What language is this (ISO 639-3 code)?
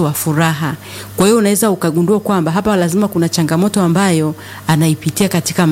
swa